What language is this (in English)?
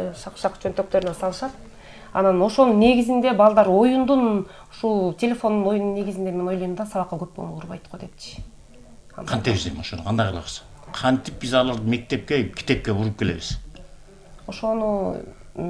Kyrgyz